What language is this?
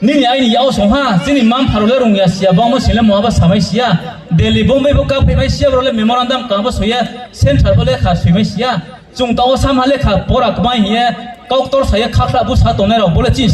Riang (India)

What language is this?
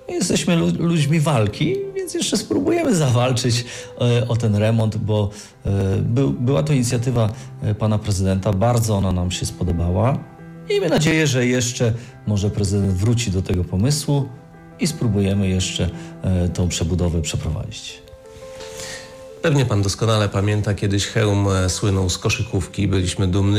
Polish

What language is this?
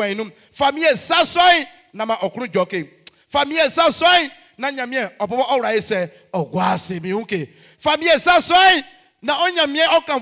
Baoulé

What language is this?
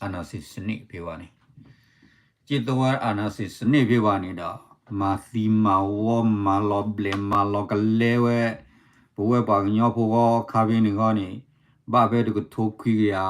S'gaw Karen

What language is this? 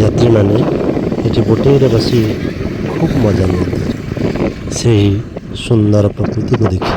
Odia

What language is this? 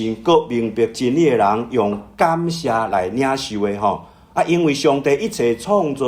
Min Nan Chinese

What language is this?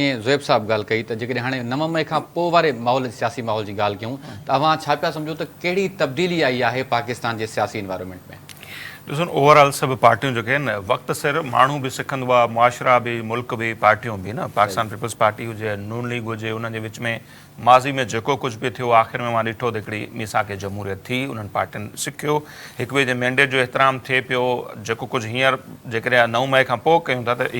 Sindhi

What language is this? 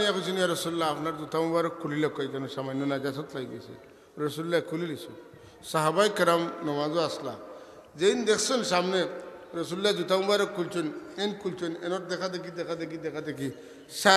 Sylheti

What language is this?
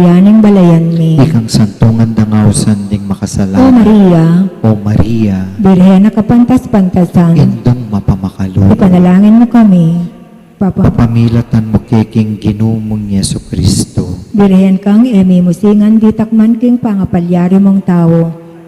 Pampanga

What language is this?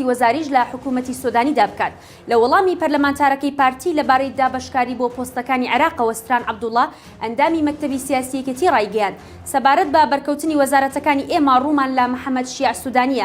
Central Kurdish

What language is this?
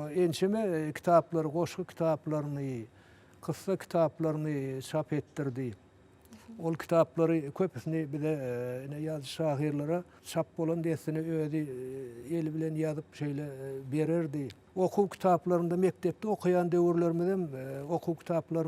Turkmen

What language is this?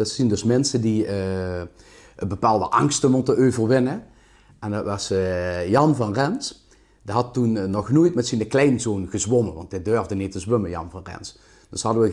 Limburgish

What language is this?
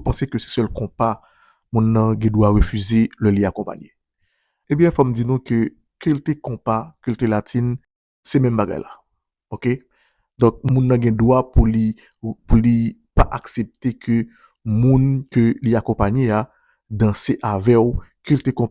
Haitian Creole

